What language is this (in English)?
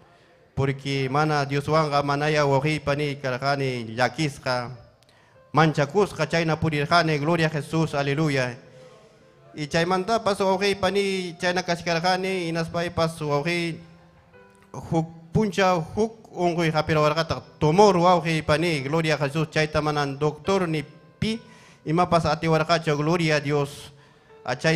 Ayacucho Quechua